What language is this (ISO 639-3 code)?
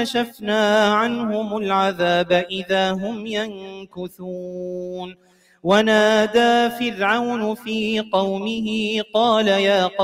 ara